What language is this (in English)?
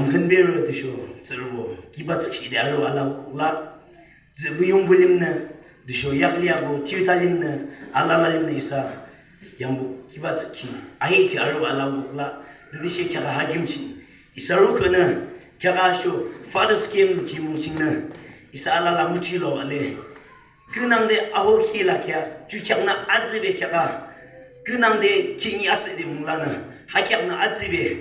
Yimchungru Naga